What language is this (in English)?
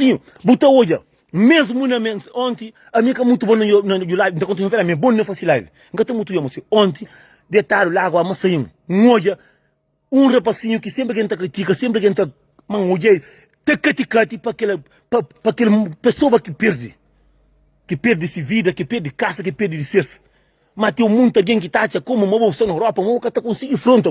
Kabuverdianu